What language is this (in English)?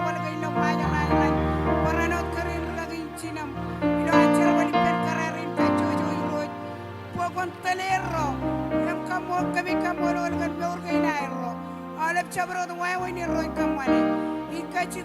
Marshallese